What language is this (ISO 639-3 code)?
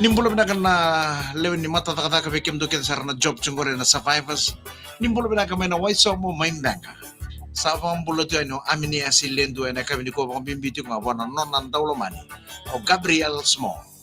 fij